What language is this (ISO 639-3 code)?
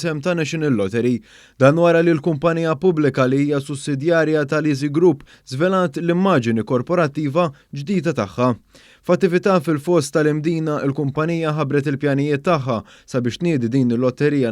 mlt